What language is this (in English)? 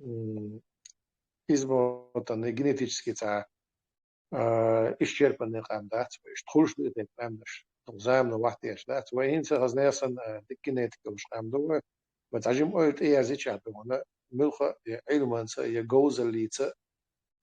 Chechen